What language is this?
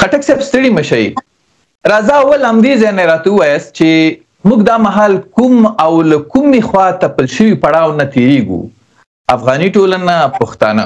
Pashto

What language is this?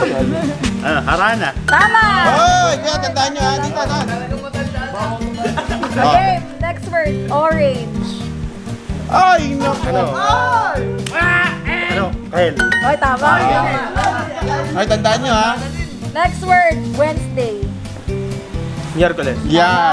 Filipino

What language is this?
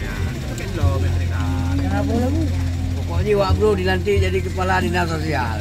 Achinese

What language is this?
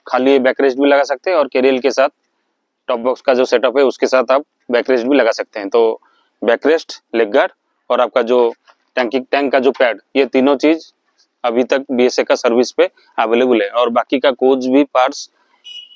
Hindi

